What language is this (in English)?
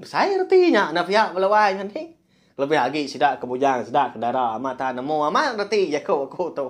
Iban